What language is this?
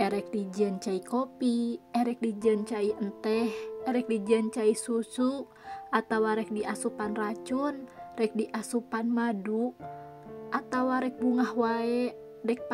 Sundanese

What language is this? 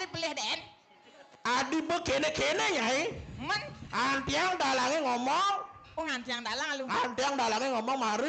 Balinese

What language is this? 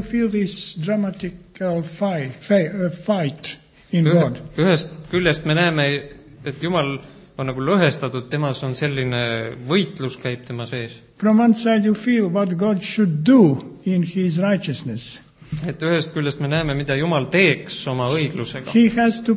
Estonian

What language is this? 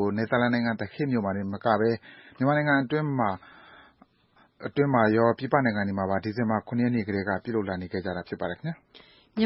Burmese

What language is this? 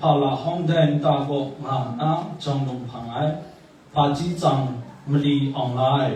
Kachin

